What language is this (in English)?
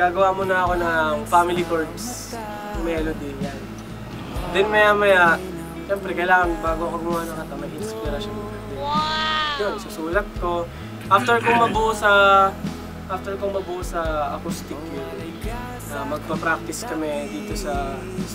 Filipino